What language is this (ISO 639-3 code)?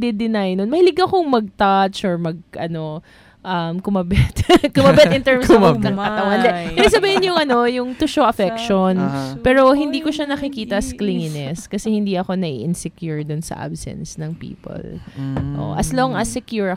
fil